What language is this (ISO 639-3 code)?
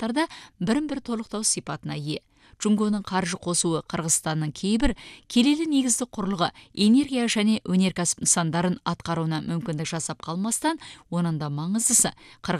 kaz